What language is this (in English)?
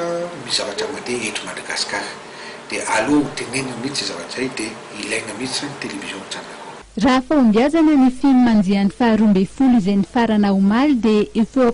Malagasy